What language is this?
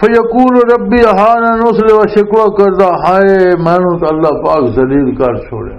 Western Panjabi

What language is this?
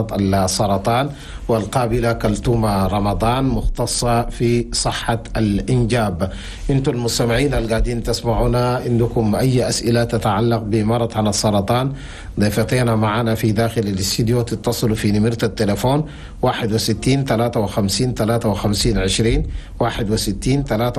Chadian Arabic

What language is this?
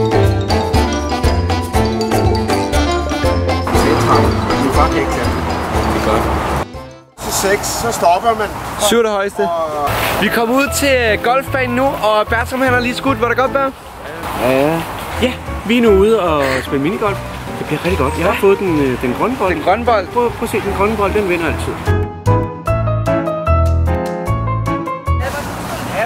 Danish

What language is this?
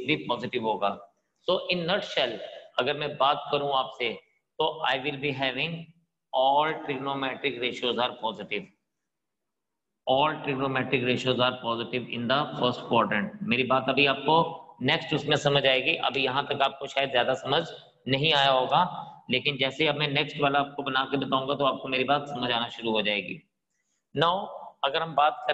Hindi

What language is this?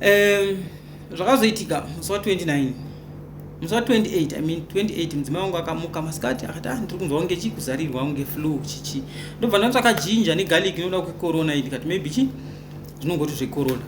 Shona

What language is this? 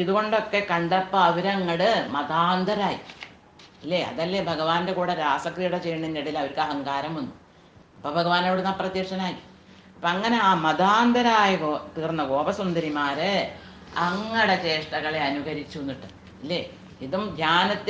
Malayalam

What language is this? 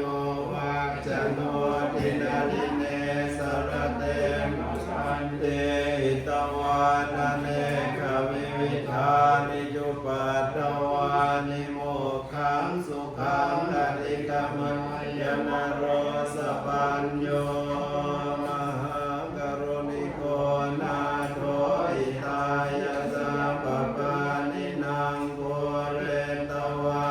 Pali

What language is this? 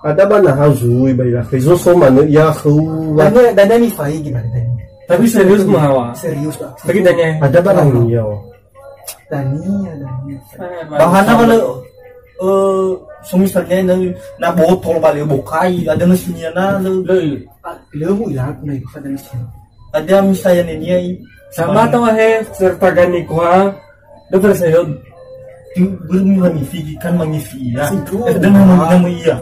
Nias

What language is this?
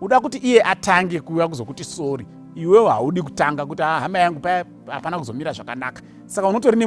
Shona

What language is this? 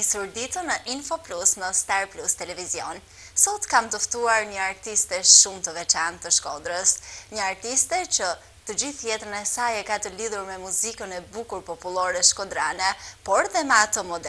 Albanian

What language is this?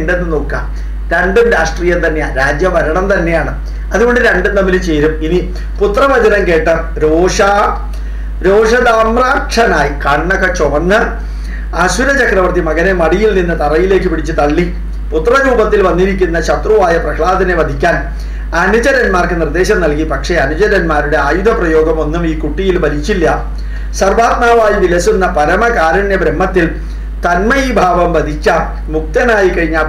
Malayalam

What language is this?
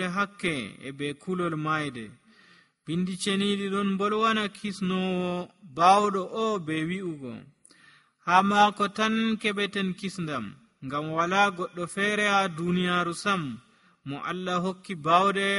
Nigerian Fulfulde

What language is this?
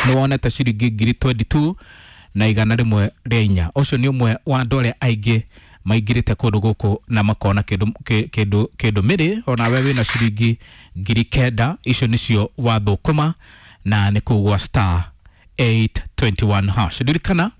Kikuyu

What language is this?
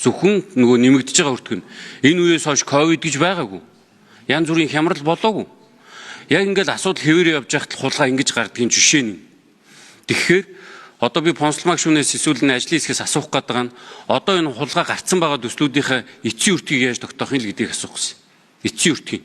Mongolian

